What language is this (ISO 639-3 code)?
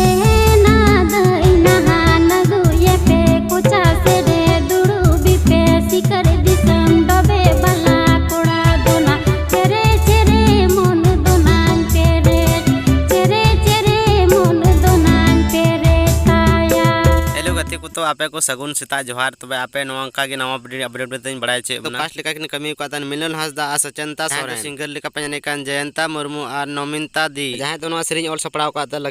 sat